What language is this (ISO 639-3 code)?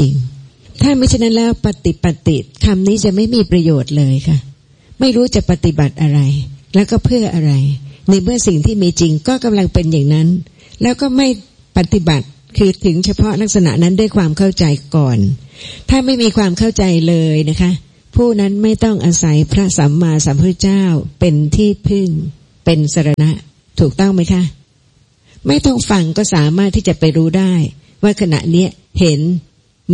tha